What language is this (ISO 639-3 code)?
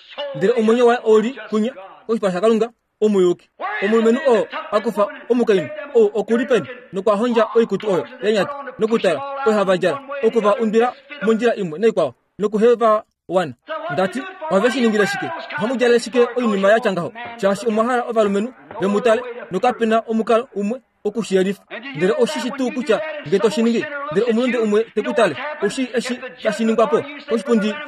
kua